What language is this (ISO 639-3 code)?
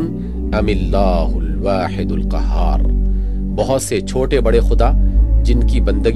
urd